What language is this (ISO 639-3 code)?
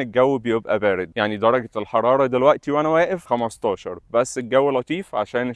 arz